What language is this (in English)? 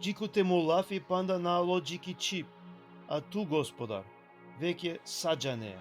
Balkan Romani